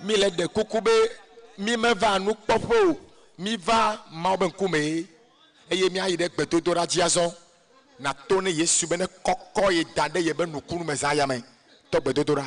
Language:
Ewe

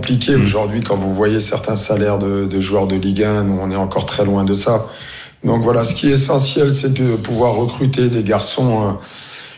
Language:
French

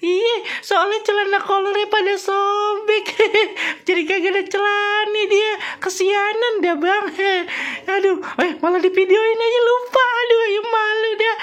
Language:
Betawi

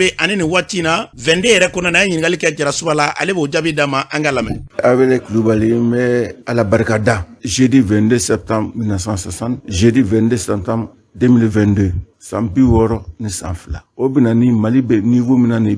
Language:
Bambara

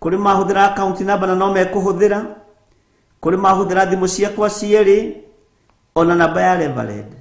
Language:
Kikuyu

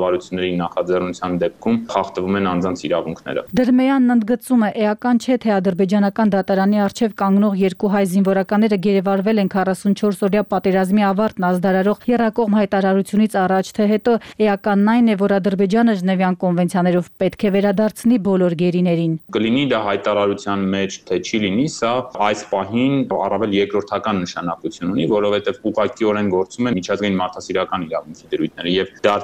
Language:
Armenian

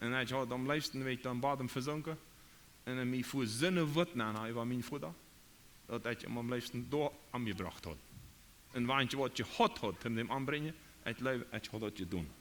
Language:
Plautdietsch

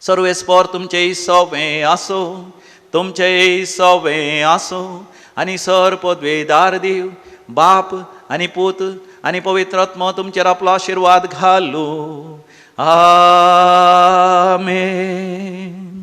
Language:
Konkani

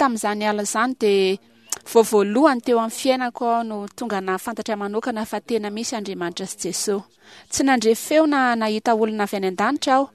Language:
Malagasy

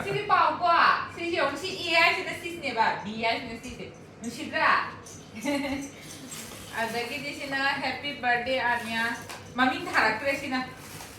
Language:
Manipuri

